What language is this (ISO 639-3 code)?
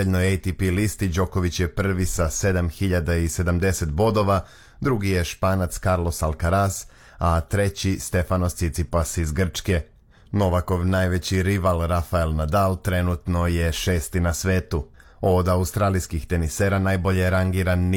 srp